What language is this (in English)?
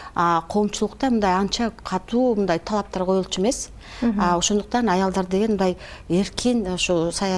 Kyrgyz